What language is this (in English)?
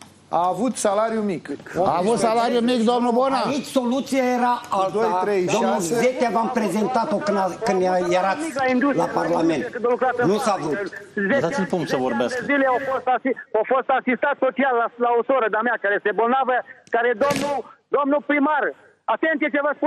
Romanian